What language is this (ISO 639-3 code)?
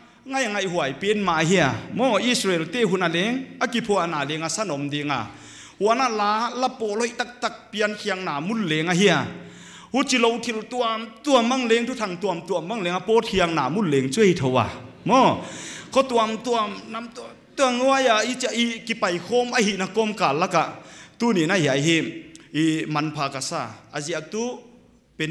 pck